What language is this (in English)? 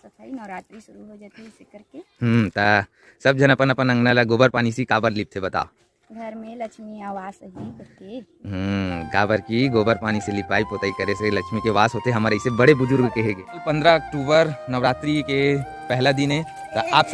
Chhattisgarhi